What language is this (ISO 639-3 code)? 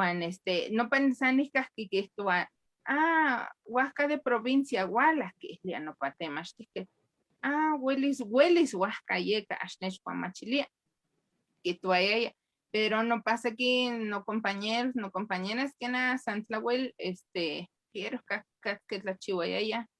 nhe